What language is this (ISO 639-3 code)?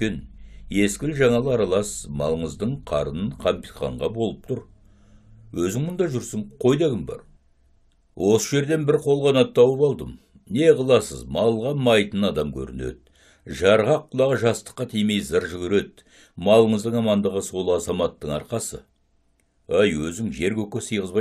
kaz